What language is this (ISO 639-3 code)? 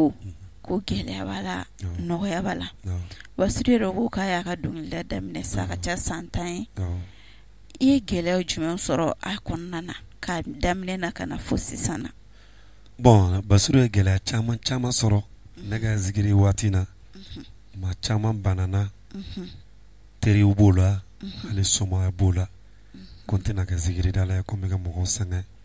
bam